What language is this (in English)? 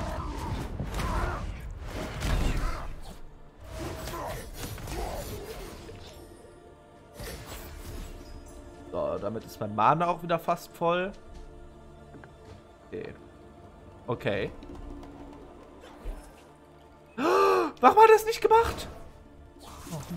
German